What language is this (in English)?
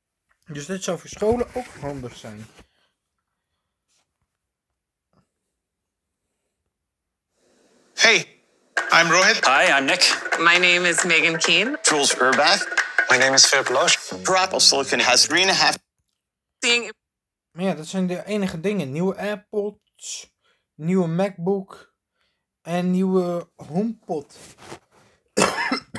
Dutch